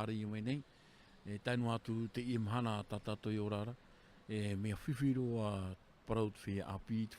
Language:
Tahitian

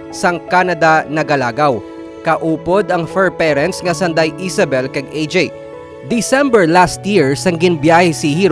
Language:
Hiligaynon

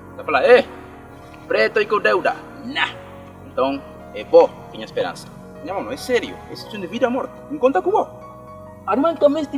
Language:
Kabuverdianu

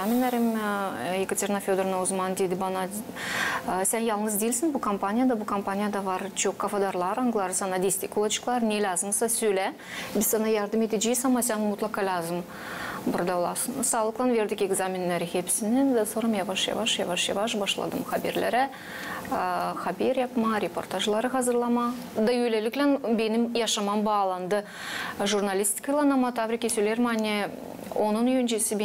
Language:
Gagauz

